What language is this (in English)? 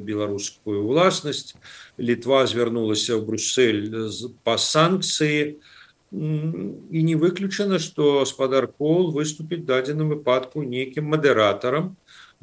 Belarusian